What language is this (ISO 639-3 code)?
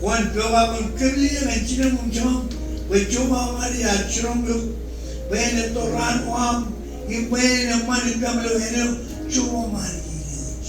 mah